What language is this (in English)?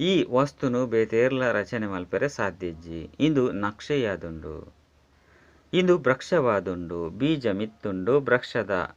Tulu